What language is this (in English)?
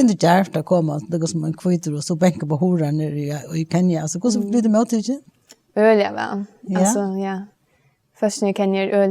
Faroese